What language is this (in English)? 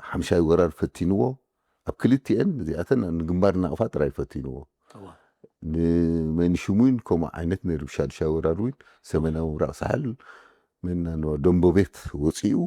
Tigrinya